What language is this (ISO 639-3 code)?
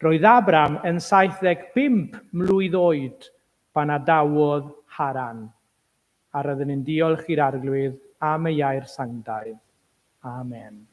cym